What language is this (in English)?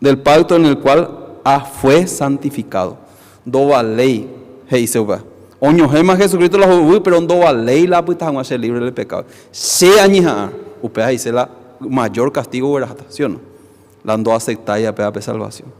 Guarani